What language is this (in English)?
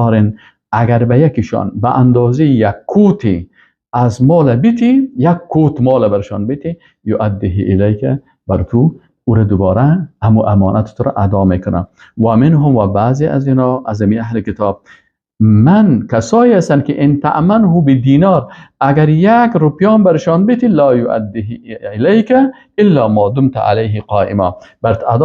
Persian